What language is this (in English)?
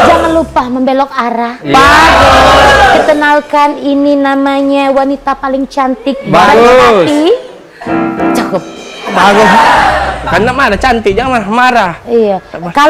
Musi